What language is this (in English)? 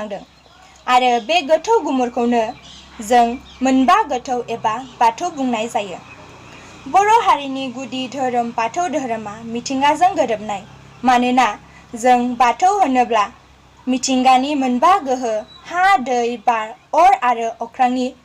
Bodo